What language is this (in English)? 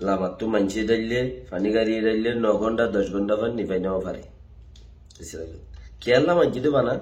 Rohingya